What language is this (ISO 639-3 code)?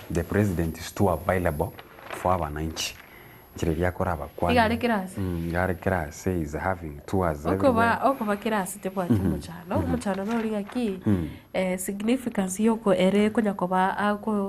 guz